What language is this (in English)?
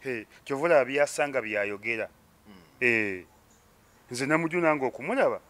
Ganda